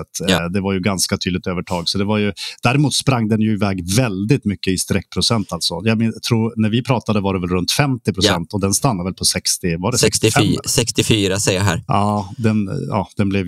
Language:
Swedish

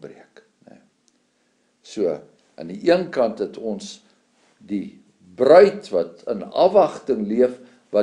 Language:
Afrikaans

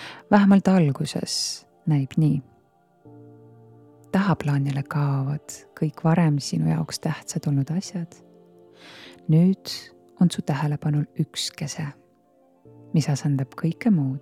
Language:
Estonian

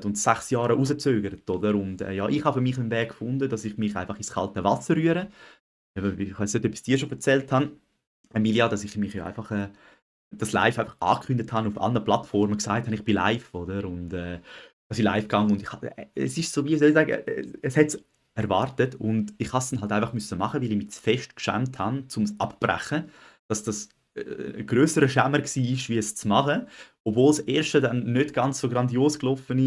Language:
Swiss German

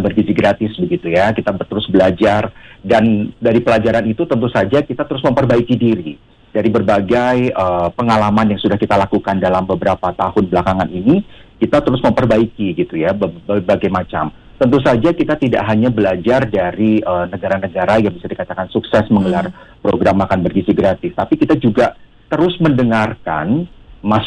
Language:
Indonesian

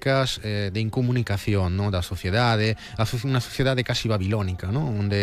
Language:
Galician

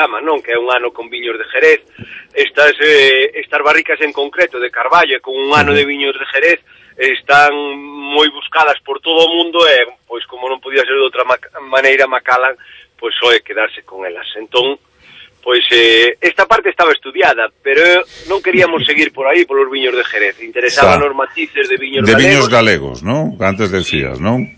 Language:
Galician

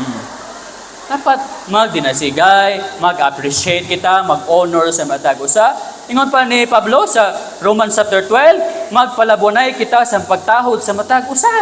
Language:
Cebuano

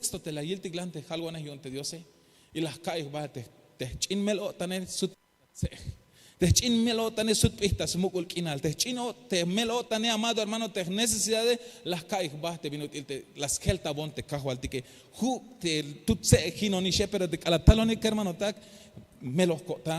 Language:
Tzeltal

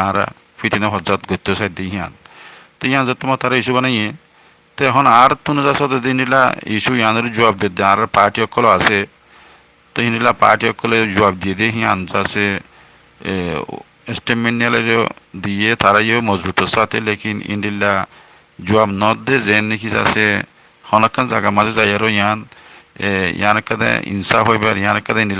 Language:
Rohingya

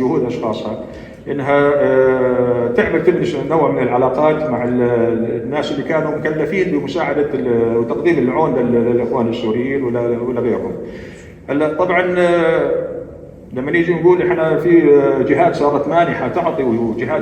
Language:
North Levantine Arabic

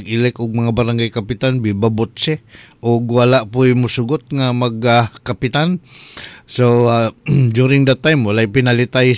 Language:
Cebuano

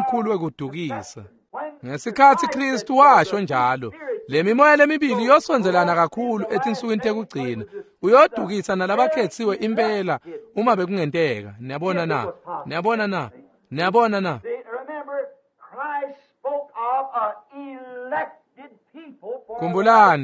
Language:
Swati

